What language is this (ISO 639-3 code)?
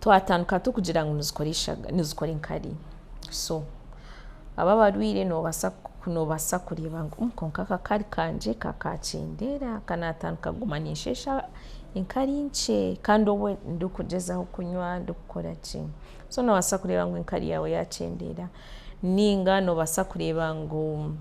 nyn